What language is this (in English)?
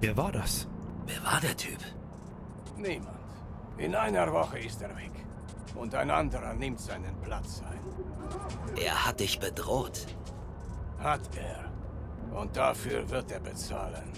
Bavarian